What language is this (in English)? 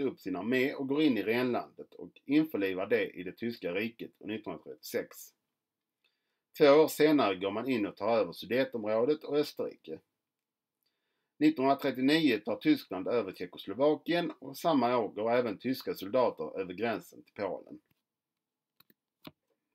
Swedish